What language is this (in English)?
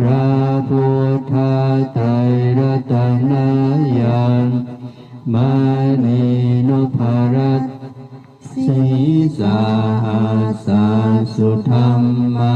Pali